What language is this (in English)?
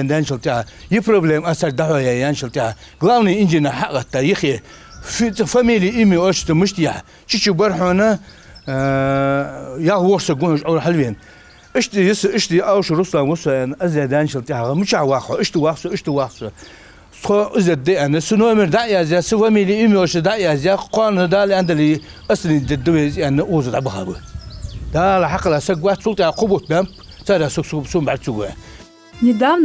Ingush